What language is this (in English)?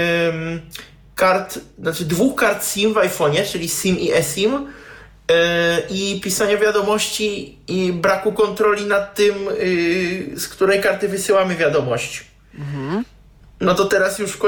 Polish